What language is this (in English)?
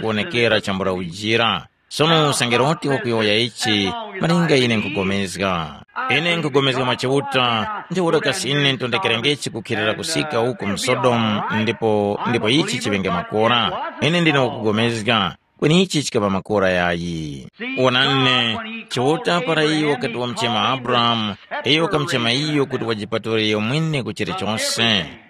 Tumbuka